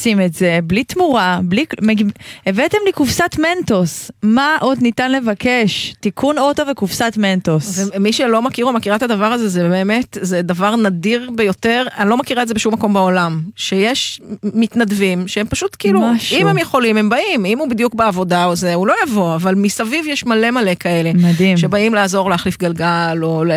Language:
Hebrew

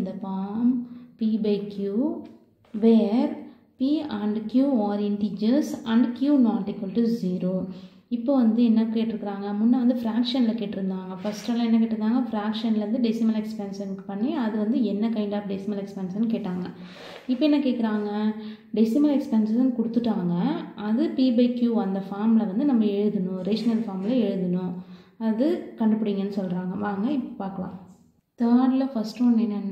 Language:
Tamil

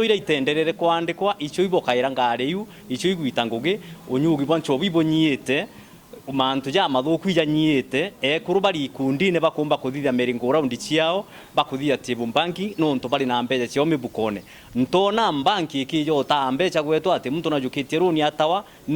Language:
Meru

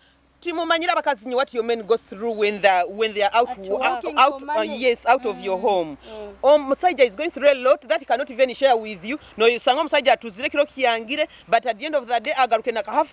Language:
Nyoro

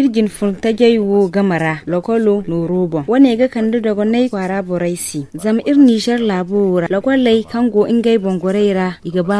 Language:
Zarma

